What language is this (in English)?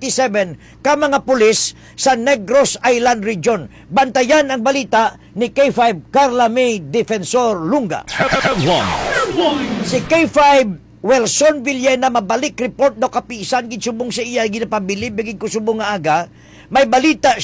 Hiligaynon